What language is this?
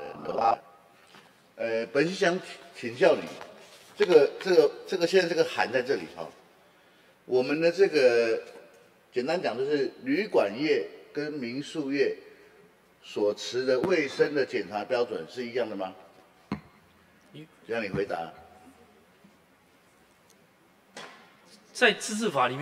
Chinese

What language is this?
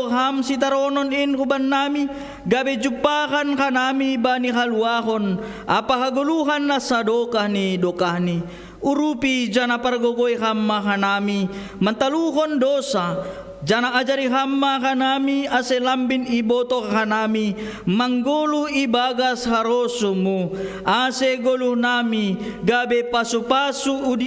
Batak Simalungun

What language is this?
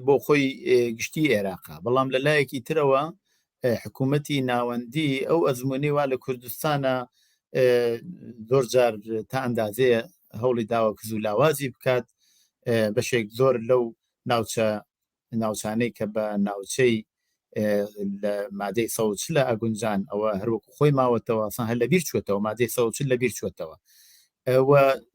Central Kurdish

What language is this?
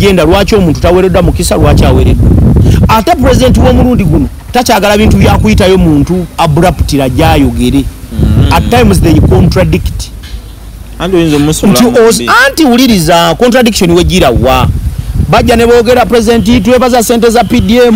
Ganda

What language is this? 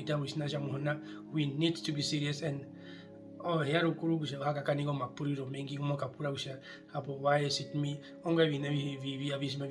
Herero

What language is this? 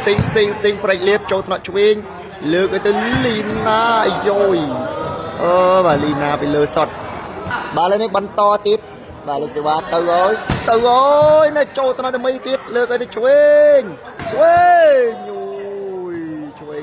Khmer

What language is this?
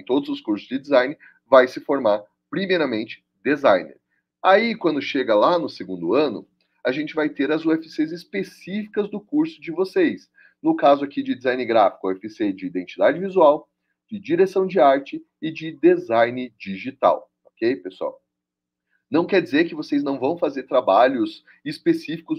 Portuguese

